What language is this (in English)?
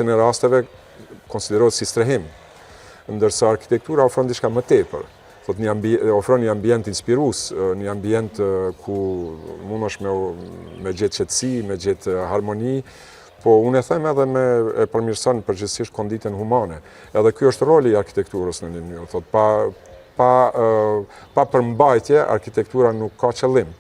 Albanian